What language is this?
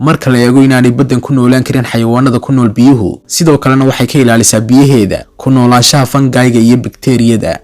Somali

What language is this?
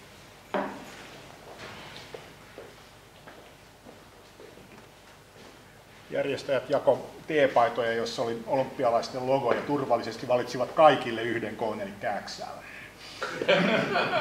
Finnish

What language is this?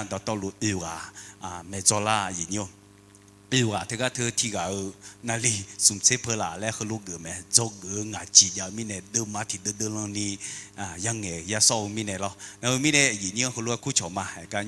Akha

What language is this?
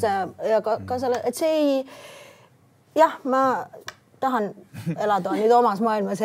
Estonian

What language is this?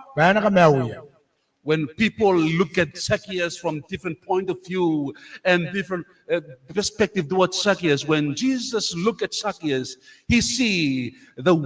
Gilbertese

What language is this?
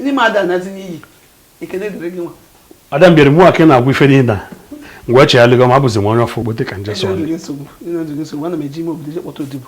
Igbo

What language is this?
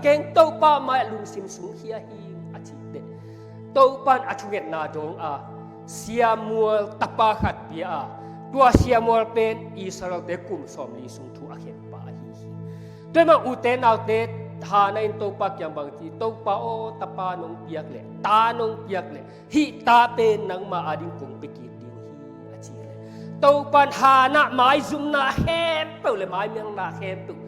Tedim Chin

